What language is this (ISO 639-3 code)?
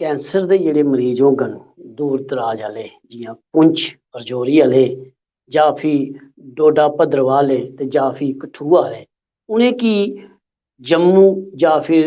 doi